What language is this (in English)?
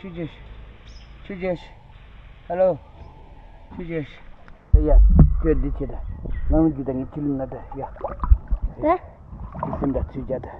Tibetan